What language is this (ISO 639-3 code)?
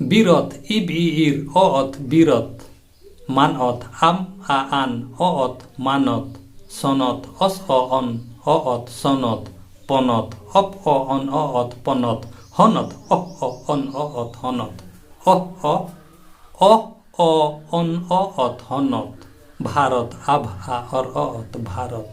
sat